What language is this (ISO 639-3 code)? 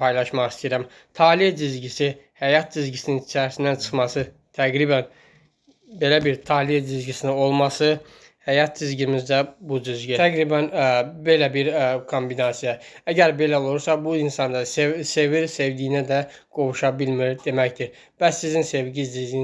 aze